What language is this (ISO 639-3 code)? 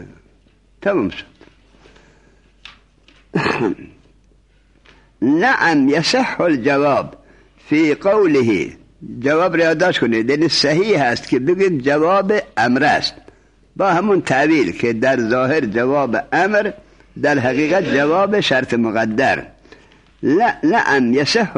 fas